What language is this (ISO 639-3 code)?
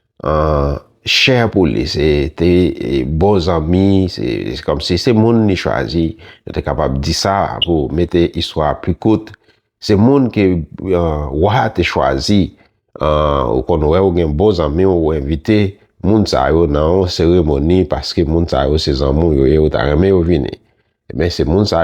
hat